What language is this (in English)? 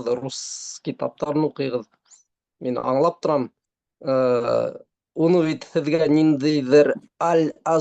Bashkir